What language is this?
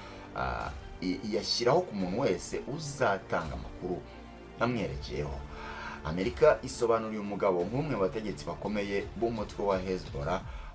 Kinyarwanda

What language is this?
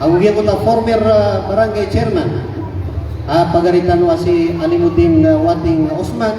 Maranao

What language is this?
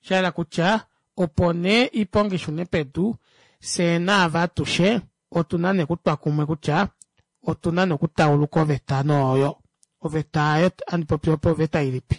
Kuanyama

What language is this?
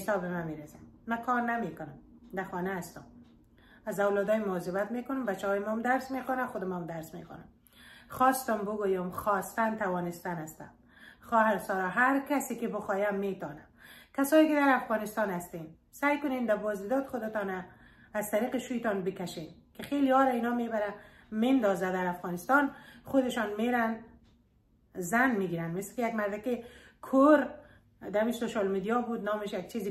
Persian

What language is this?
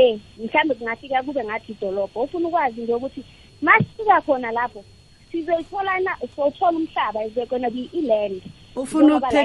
South Ndebele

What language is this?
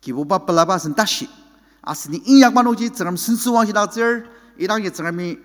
Ao Naga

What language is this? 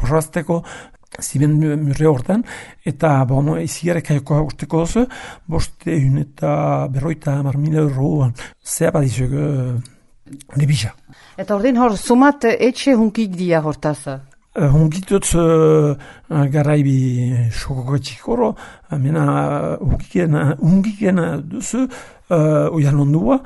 Basque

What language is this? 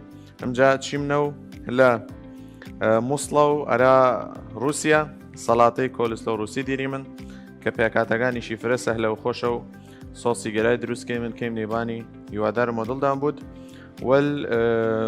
Southern Kurdish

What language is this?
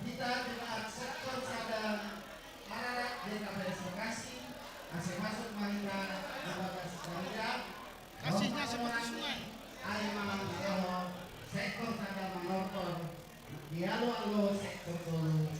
Batak Simalungun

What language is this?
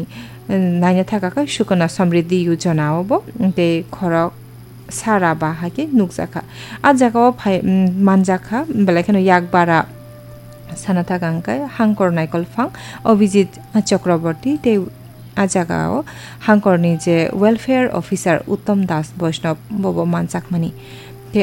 Kok Borok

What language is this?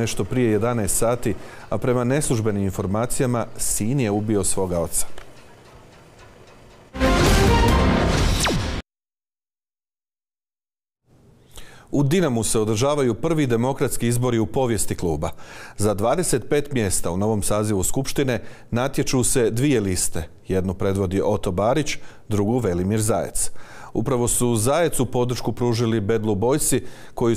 Croatian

